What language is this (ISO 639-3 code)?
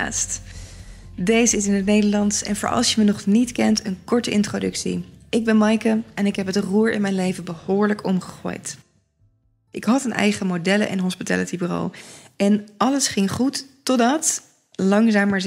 nld